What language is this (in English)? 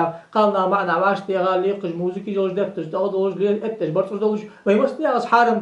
Ingush